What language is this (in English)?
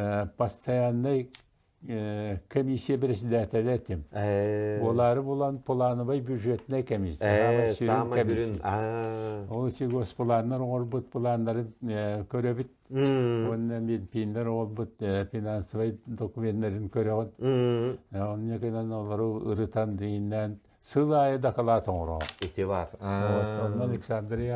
Yakut